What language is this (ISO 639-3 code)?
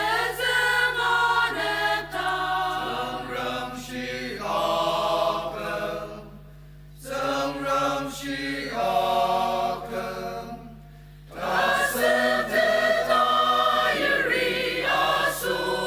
njo